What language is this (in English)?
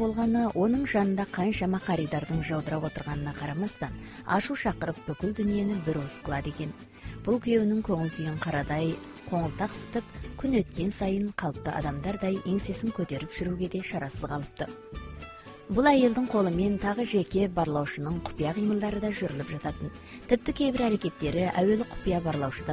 Kazakh